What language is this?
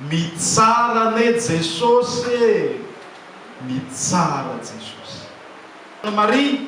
Malagasy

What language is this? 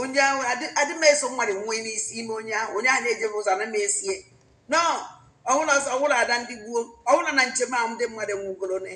Igbo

